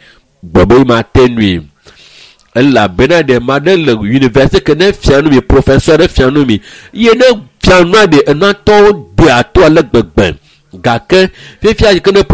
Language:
Ewe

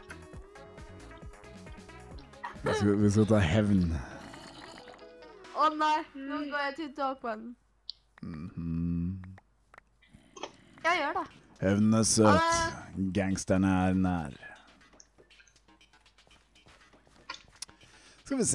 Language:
Norwegian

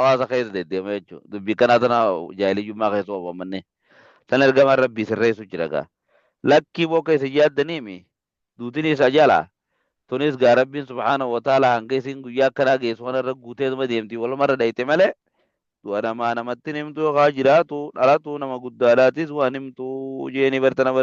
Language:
Oromo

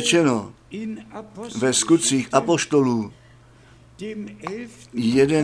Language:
Czech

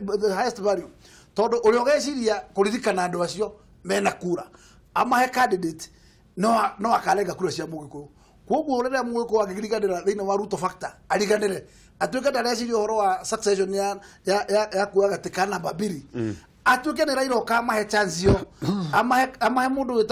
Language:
Kikuyu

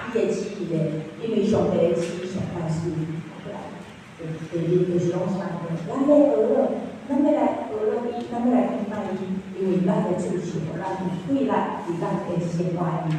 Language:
Min Nan Chinese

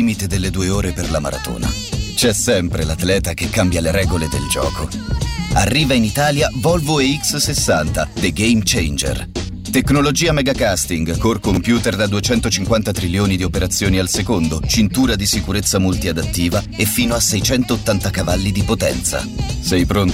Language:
Italian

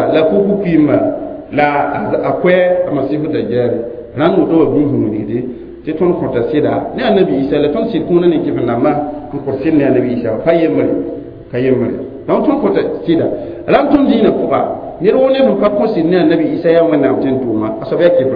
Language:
Mossi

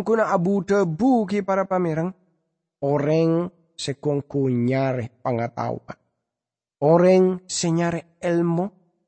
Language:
Madurese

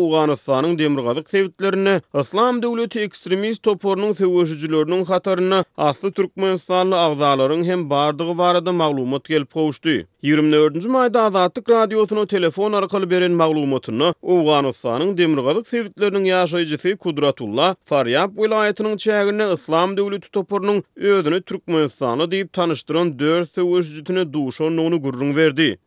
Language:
Turkmen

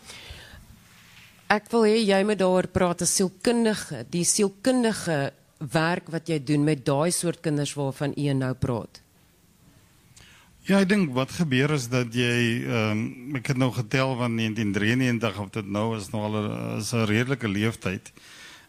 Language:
Afrikaans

